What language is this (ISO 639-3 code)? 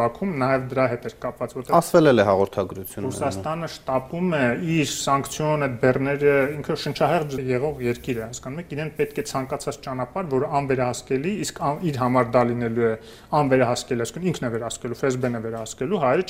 hye